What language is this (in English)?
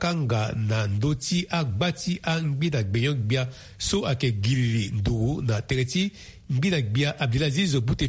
Sango